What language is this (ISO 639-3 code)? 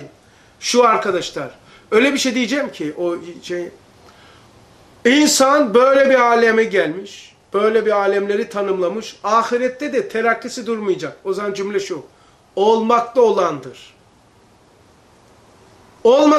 tur